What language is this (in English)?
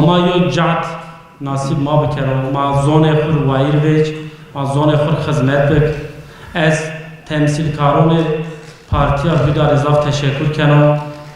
Zaza